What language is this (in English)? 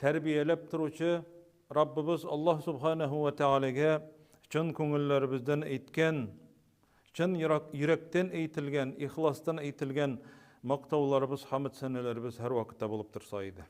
Tatar